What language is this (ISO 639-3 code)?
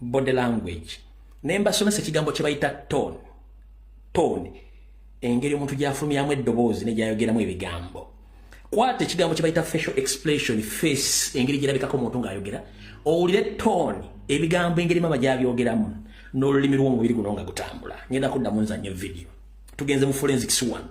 lug